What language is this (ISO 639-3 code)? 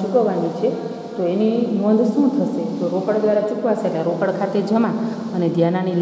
guj